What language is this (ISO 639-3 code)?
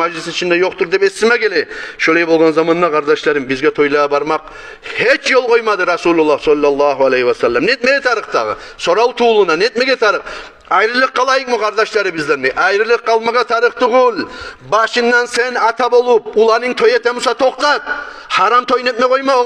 kum